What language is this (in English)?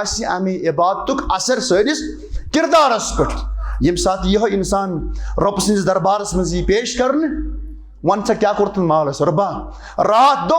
Kashmiri